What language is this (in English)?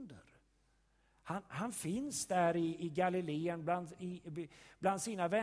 Swedish